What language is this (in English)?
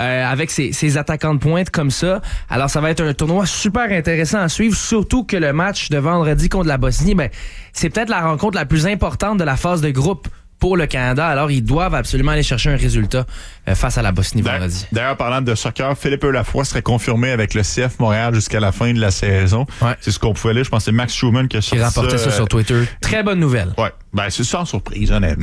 French